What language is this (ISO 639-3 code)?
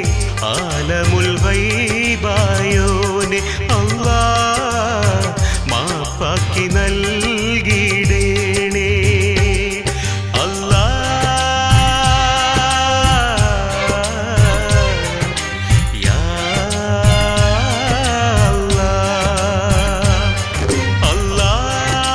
mal